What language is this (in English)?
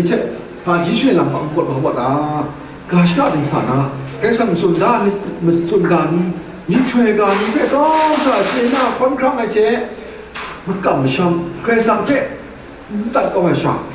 Kachin